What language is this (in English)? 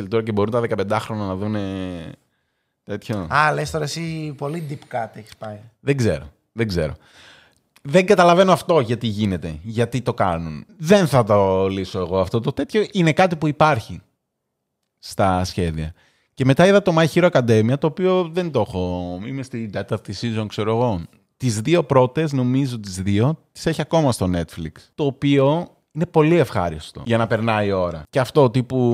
Greek